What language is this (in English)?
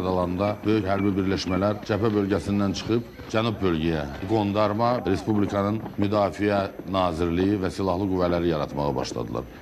Azerbaijani